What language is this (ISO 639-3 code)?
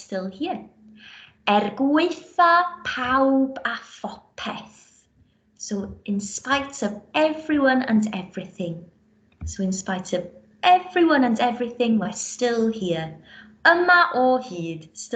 cym